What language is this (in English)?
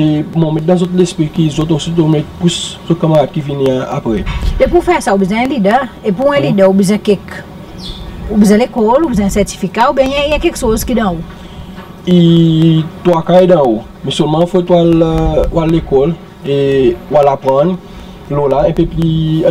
Seselwa Creole French